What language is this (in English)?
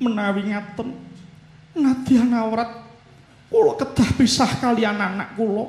Javanese